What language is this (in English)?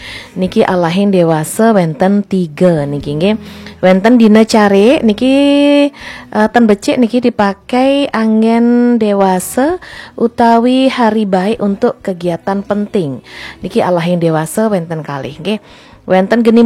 Balinese